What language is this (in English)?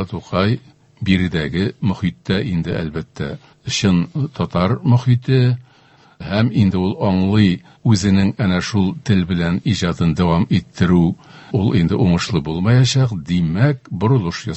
Tatar